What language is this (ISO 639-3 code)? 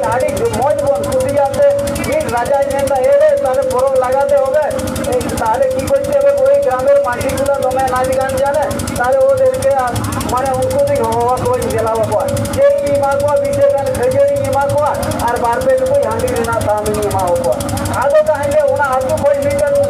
sat